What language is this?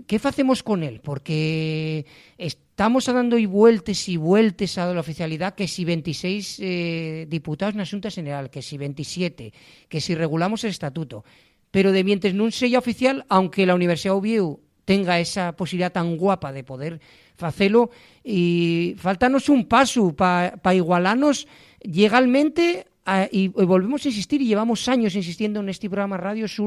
Asturian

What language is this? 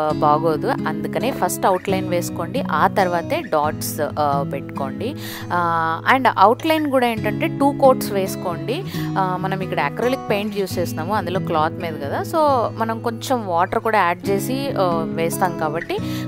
Telugu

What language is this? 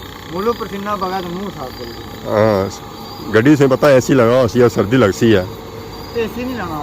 Pahari-Potwari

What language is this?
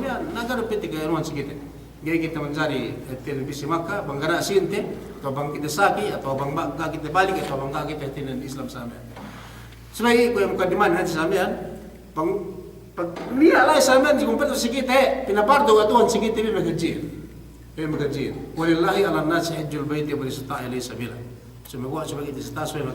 Yakan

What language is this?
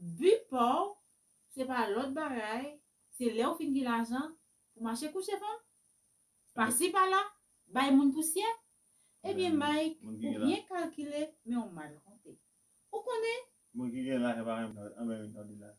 Haitian Creole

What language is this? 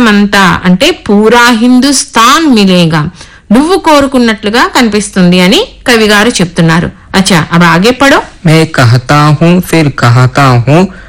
Telugu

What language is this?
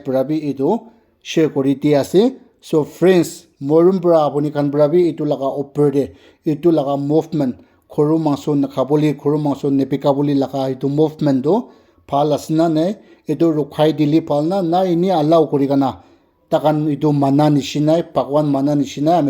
Naga Pidgin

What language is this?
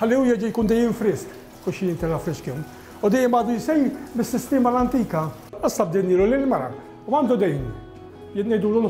Maltese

